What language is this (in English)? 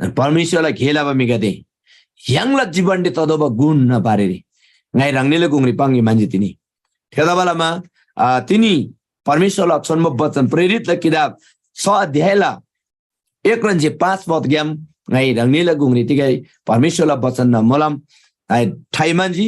Eastern Tamang